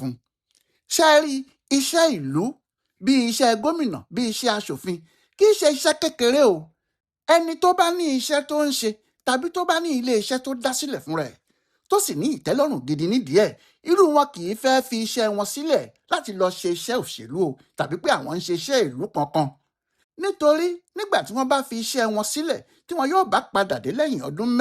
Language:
Yoruba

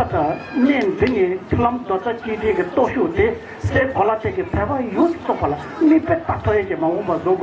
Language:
Tibetan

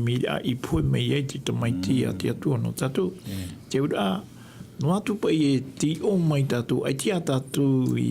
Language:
Tahitian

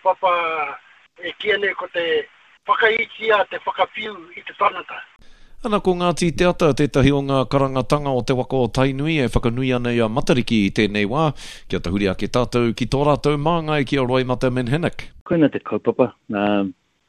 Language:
Māori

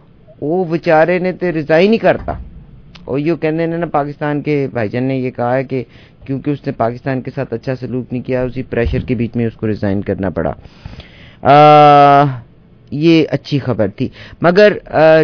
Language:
Urdu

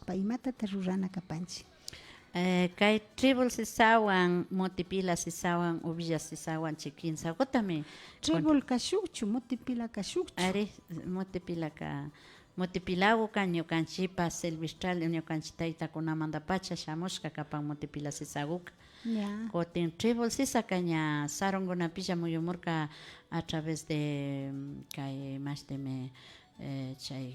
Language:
Imbabura Highland Quichua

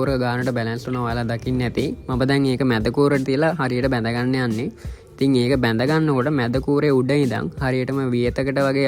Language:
Sinhala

